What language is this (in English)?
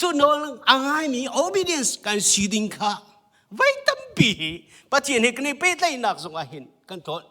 Hakha Chin